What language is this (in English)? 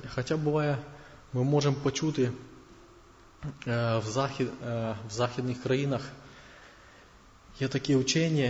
Ukrainian